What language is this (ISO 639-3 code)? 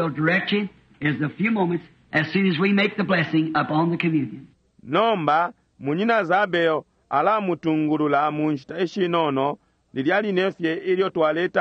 bem